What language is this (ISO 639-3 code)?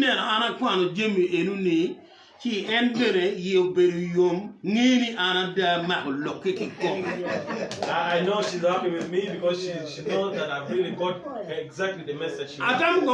ach